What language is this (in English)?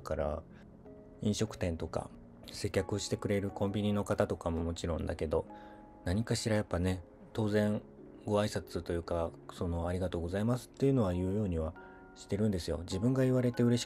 Japanese